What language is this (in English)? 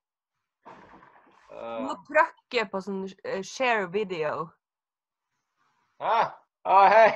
Norwegian